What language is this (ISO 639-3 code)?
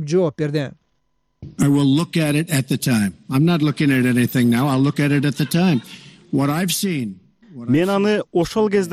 kir